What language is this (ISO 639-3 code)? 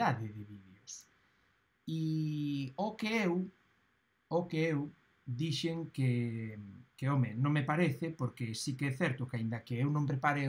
glg